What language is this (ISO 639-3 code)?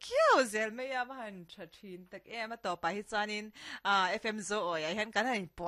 lus